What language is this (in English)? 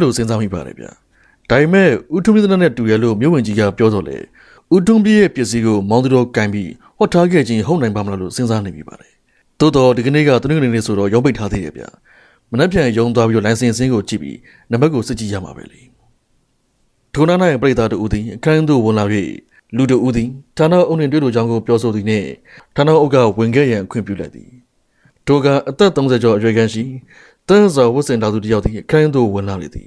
Burmese